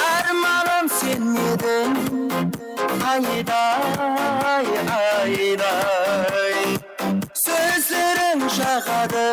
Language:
Kara-Kalpak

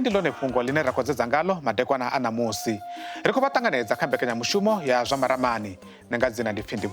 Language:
Venda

